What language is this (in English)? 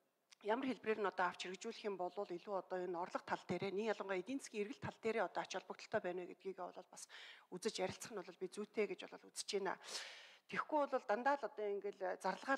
Mongolian